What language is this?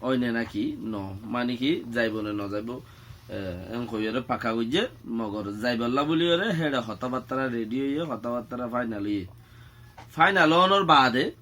Rohingya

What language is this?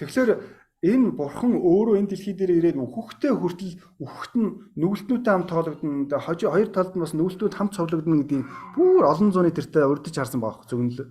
Mongolian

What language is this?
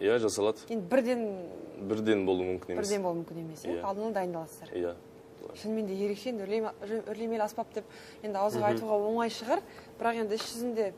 Kazakh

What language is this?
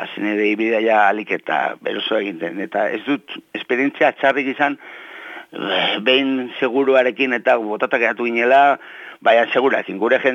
Basque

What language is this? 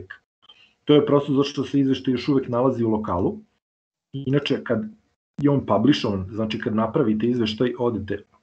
Serbian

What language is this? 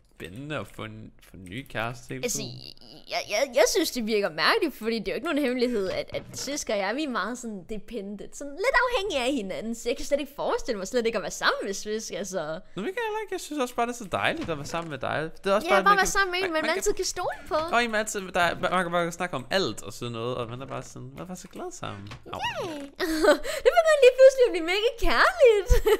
Danish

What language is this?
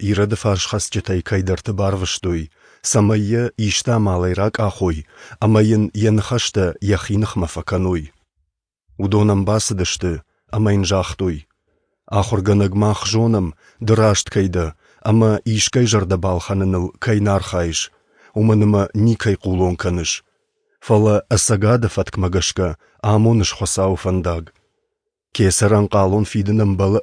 Ossetic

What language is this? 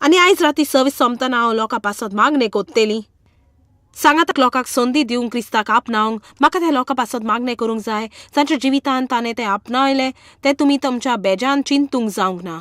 Konkani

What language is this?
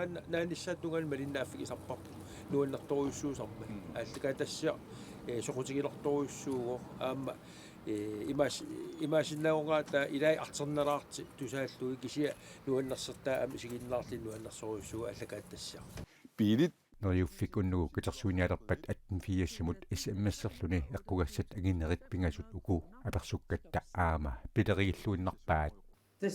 Kalaallisut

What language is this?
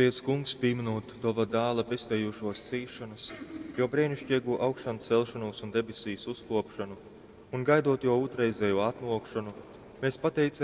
Latgalian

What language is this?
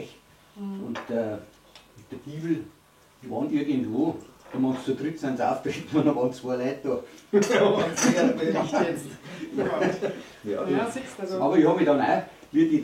Bavarian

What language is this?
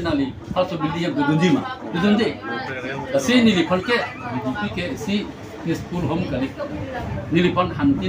Karbi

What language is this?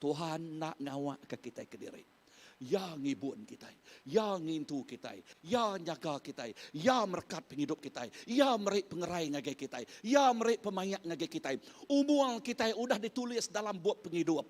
Iban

